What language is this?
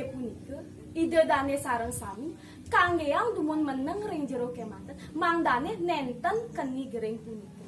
Balinese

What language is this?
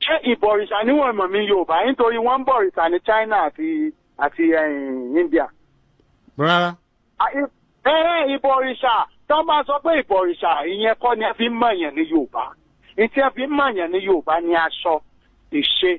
Yoruba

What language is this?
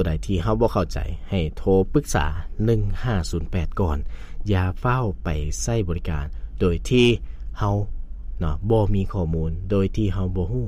Lao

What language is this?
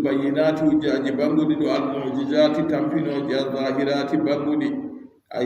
Adamawa Fulfulde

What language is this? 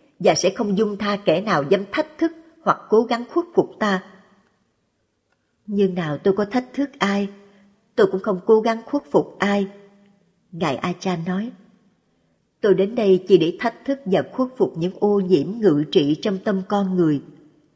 Vietnamese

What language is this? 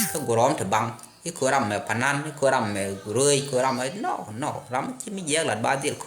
Nuer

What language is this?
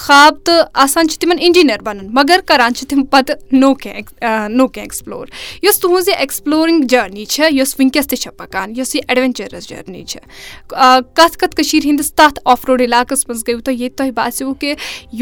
Kashmiri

